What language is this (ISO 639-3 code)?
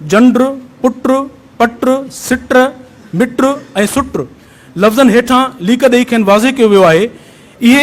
snd